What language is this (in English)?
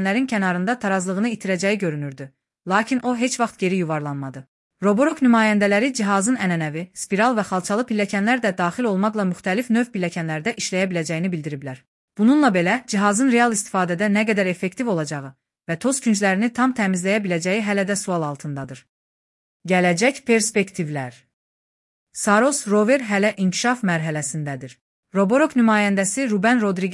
Azerbaijani